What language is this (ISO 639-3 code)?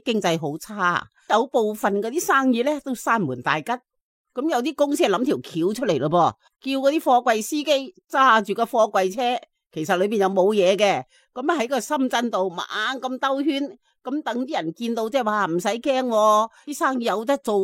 yue